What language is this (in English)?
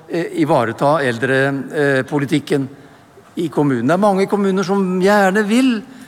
Norwegian